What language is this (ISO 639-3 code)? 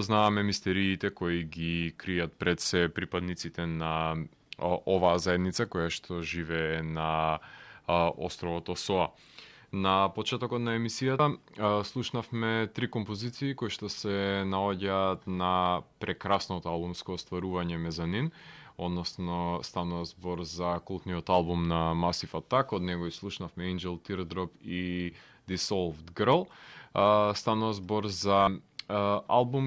mkd